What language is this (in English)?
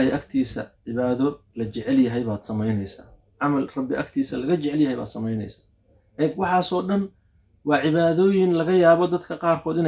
Somali